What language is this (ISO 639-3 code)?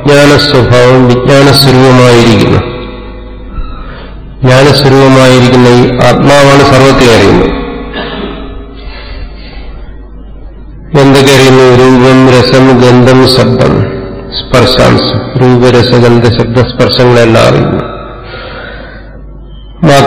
mal